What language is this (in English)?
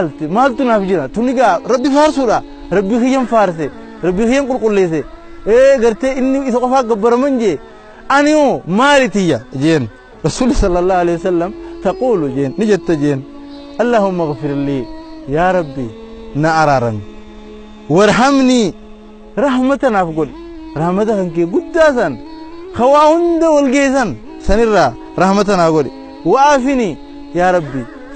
Oromo